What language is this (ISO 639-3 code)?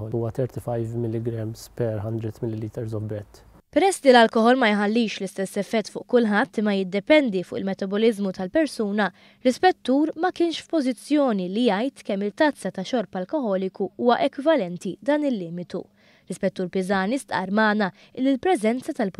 mlt